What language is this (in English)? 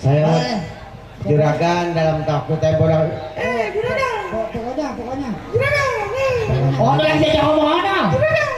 Betawi